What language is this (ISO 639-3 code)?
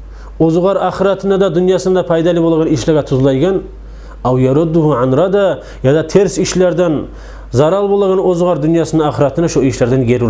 kum